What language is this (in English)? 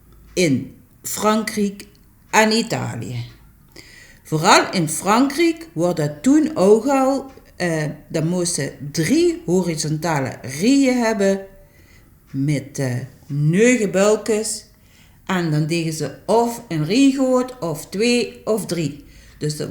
Limburgish